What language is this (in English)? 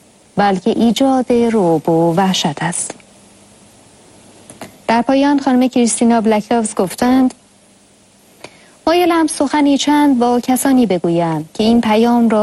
Persian